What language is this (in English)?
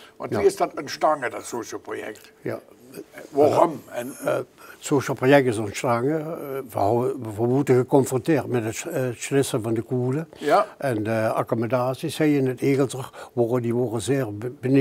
Limburgish